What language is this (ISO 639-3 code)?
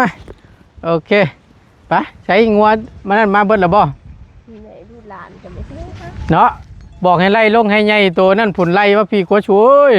tts